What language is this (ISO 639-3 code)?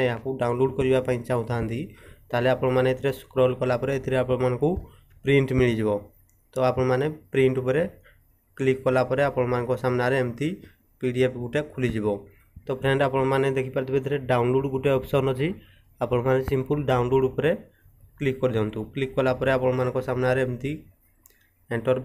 ori